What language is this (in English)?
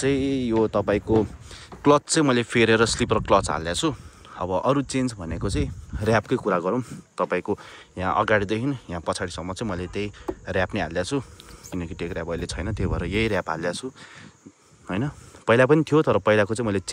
Nepali